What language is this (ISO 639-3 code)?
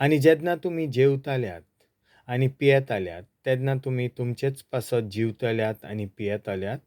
kok